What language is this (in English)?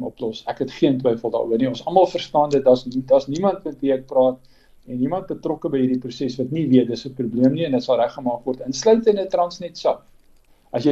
Afrikaans